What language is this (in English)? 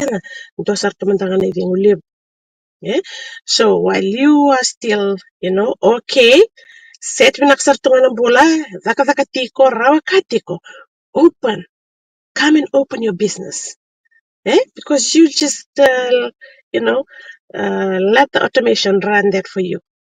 Fijian